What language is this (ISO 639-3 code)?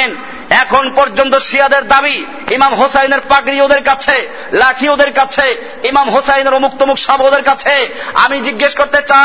ben